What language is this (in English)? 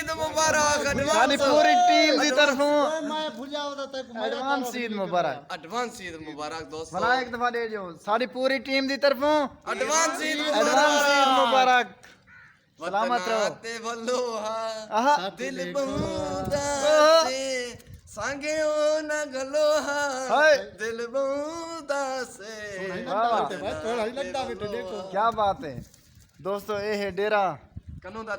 Saraiki